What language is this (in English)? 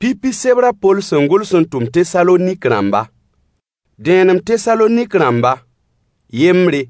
Mossi